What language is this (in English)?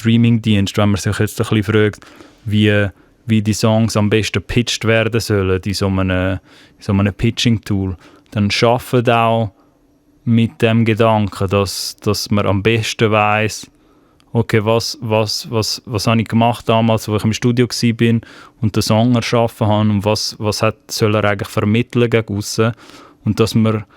Swiss German